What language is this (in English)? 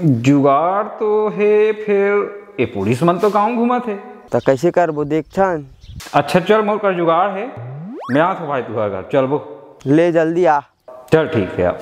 Chhattisgarhi